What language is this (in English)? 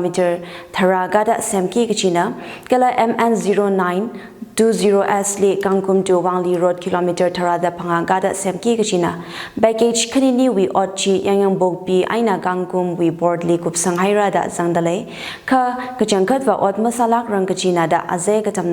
Tangkhul Naga (India)